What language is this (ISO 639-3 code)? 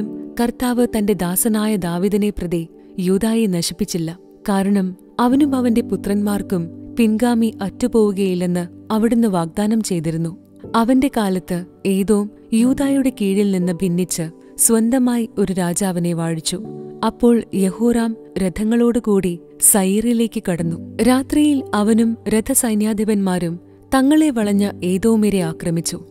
mal